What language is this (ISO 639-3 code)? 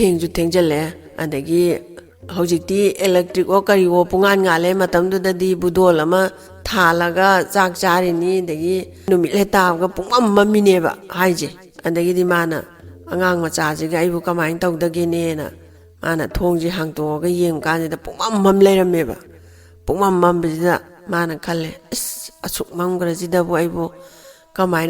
mni